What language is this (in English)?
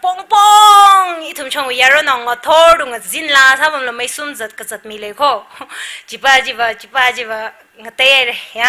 Tangkhul Naga (India)